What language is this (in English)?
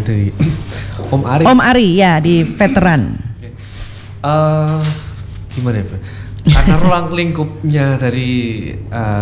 Indonesian